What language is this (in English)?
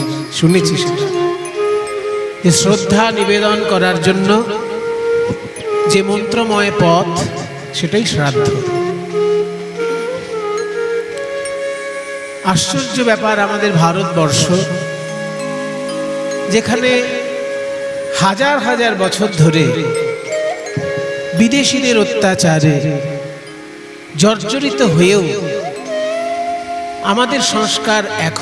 Bangla